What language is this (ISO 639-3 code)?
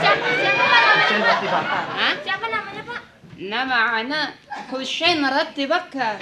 bew